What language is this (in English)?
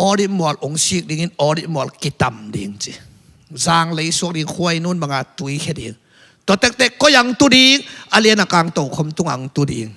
Tedim Chin